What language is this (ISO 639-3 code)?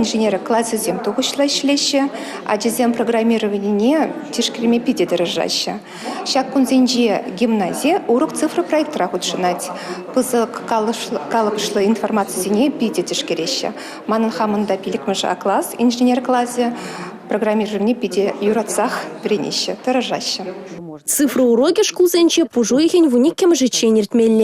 chv